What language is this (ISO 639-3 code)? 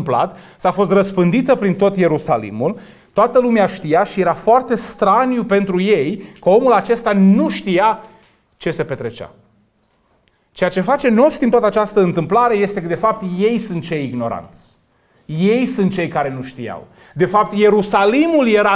ron